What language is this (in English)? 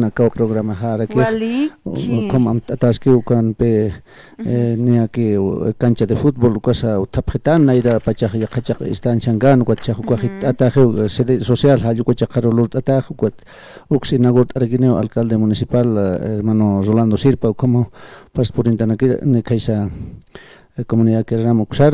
Aymara